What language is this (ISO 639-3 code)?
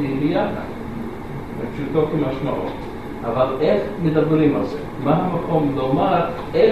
heb